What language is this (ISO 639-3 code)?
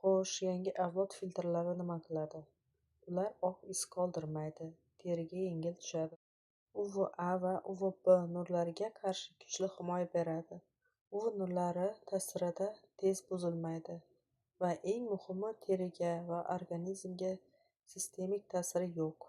uzb